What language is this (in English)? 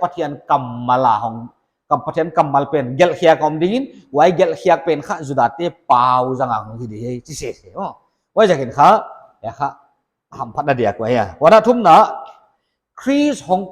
Paite Chin